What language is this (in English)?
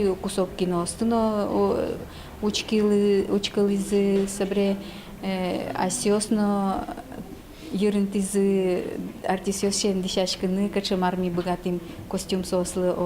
Udmurt